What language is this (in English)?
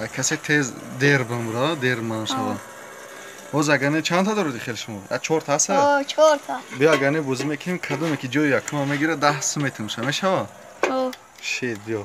Tajik